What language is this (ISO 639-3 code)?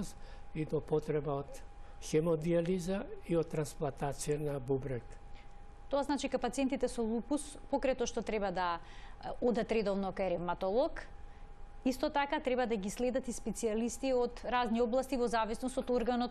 mkd